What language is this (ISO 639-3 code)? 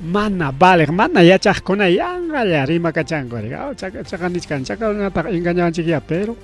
quy